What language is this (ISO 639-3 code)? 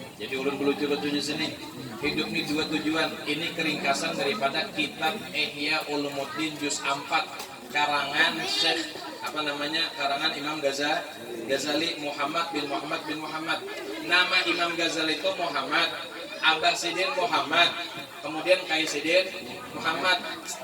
bjn